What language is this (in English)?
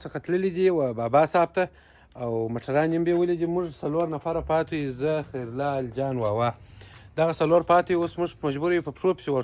Pashto